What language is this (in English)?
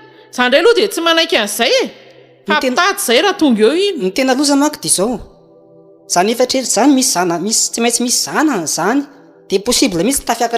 Malagasy